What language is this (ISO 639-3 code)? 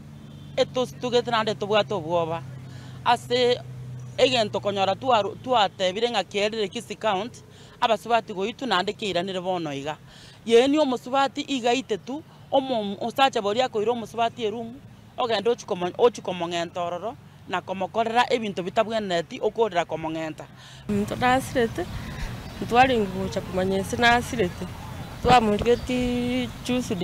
guz